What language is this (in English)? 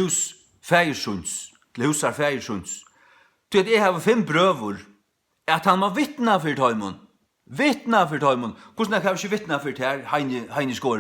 Faroese